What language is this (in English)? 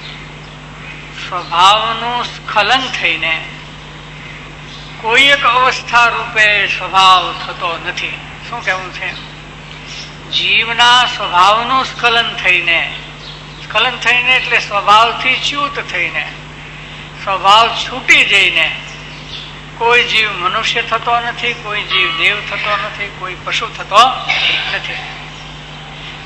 Gujarati